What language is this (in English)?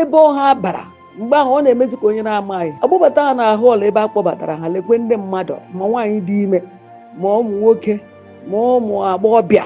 Igbo